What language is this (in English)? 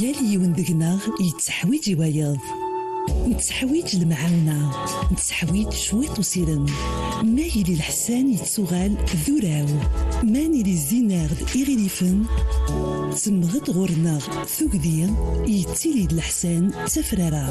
Kabyle